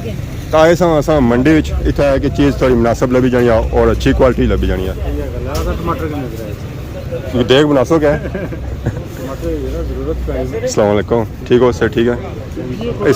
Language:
Pahari-Potwari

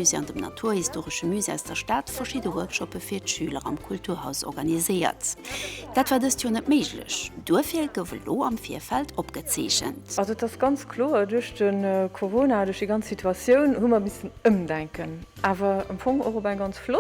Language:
Luxembourgish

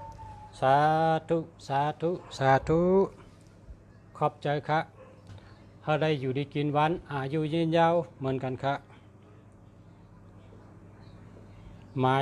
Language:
Shan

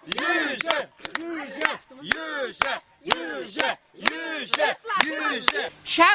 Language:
Chuvash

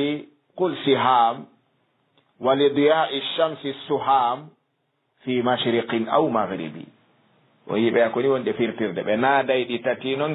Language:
Fula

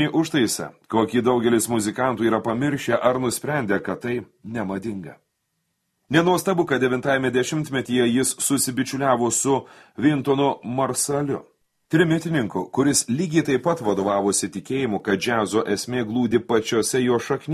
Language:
Lithuanian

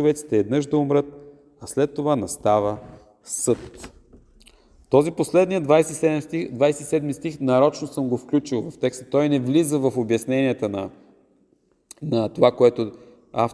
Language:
Bulgarian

